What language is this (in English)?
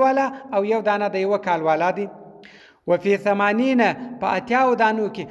Pashto